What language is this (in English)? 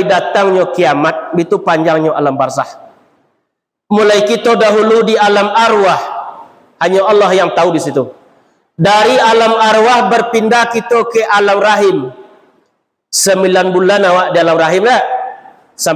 Minangkabau